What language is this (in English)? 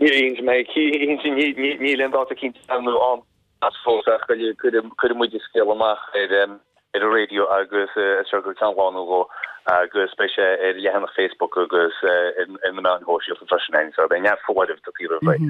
Irish